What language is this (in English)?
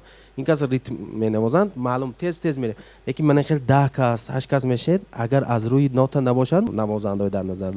Tajik